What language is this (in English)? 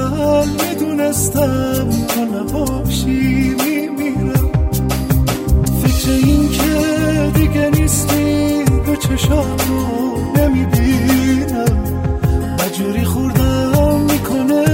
Persian